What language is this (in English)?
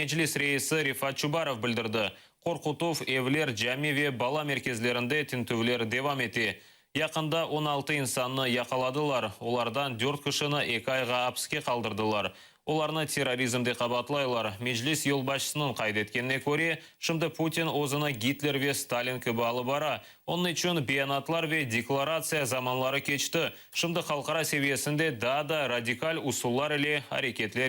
Crimean Tatar